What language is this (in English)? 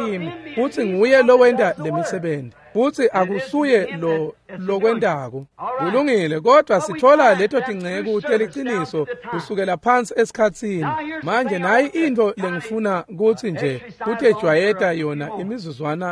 Swati